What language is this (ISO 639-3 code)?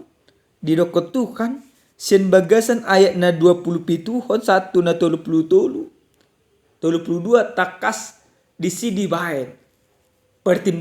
bbc